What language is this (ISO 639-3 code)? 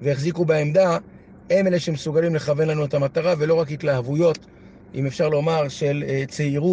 heb